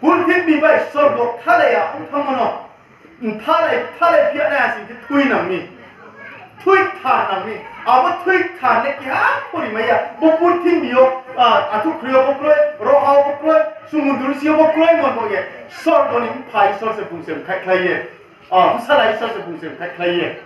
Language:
Riang (India)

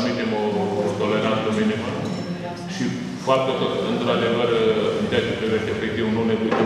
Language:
Romanian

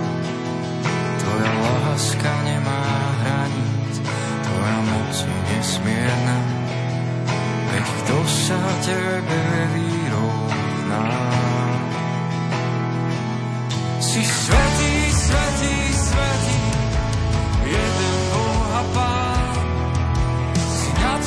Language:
Slovak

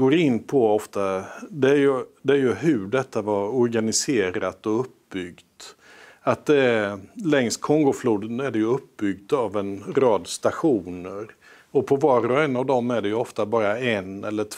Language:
Swedish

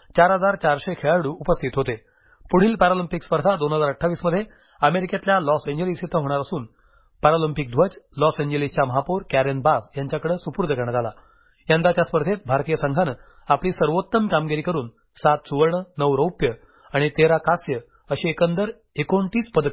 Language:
Marathi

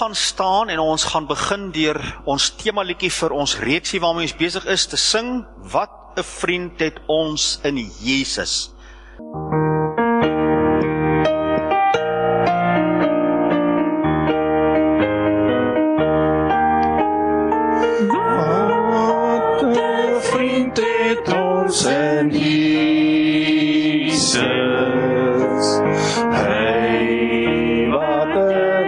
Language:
Afrikaans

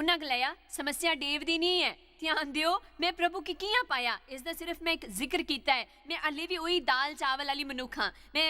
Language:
Dogri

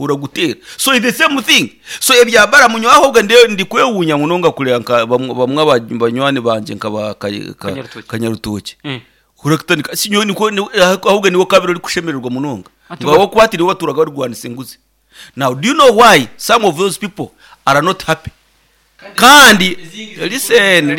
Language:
Nyankole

